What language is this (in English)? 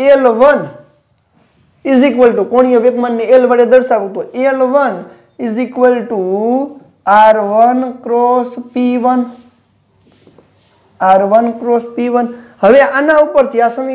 Gujarati